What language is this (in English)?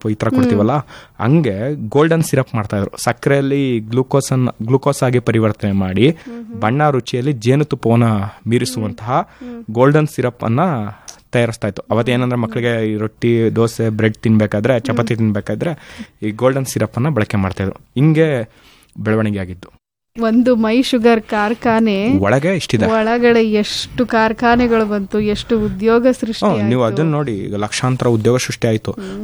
Kannada